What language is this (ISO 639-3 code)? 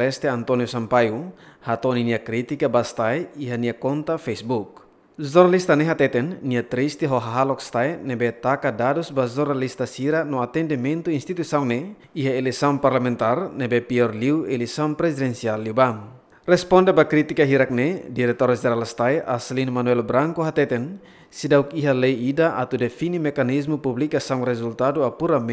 tet